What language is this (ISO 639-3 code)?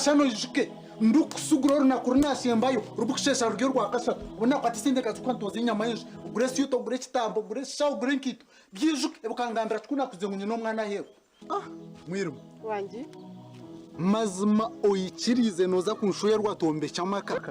nyn